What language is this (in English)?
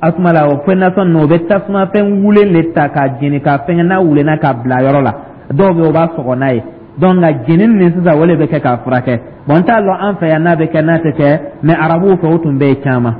Dyula